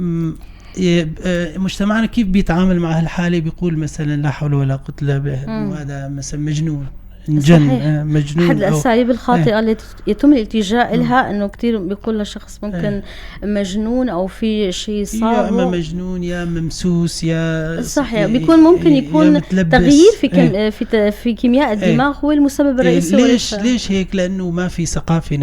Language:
North Levantine Arabic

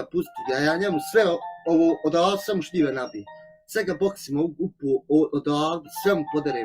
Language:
Bosnian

